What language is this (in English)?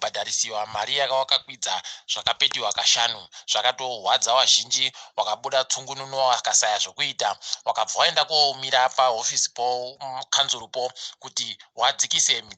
Ndau